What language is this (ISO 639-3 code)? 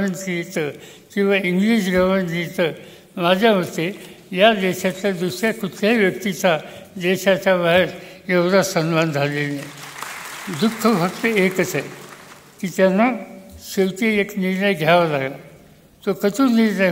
mar